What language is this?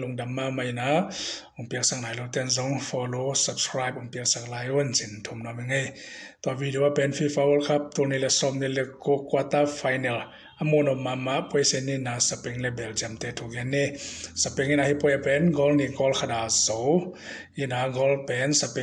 Tedim Chin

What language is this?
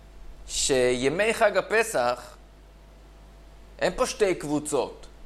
Hebrew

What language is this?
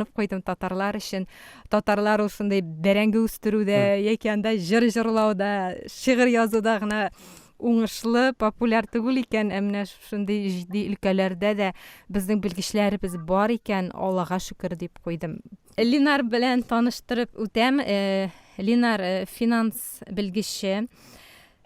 Tatar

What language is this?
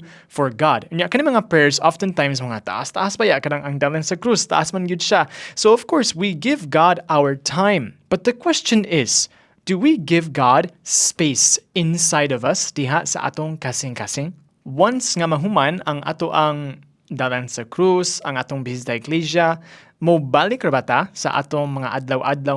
Cebuano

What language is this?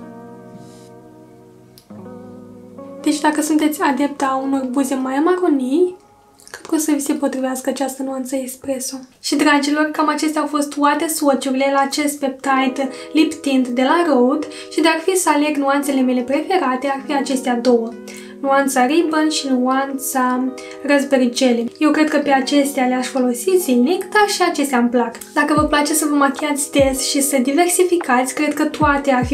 Romanian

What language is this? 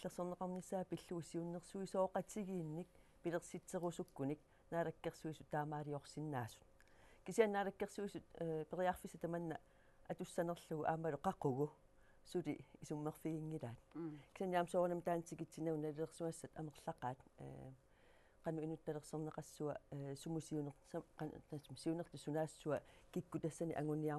Kalaallisut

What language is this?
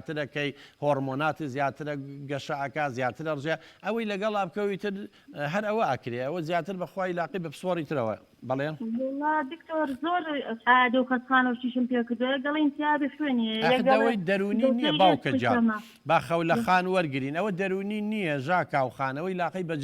Central Kurdish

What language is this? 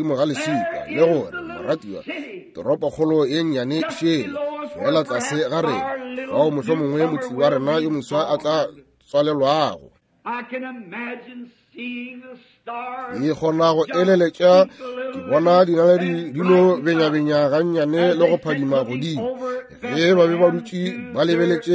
Northern Sotho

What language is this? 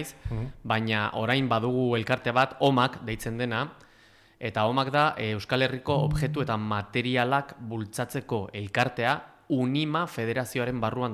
Basque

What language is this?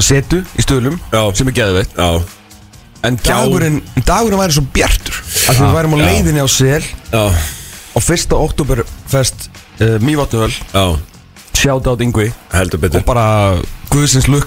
Icelandic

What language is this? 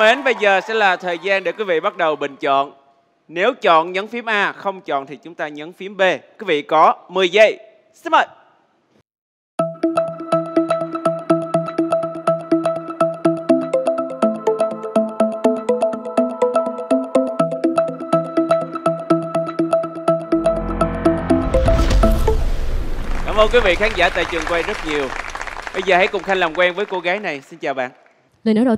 Vietnamese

